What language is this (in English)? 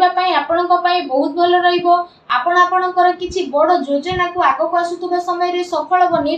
Odia